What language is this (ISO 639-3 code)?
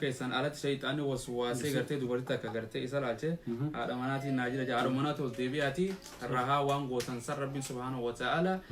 orm